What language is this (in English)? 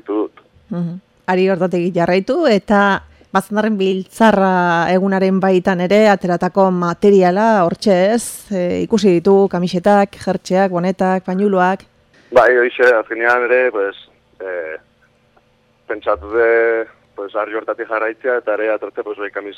Basque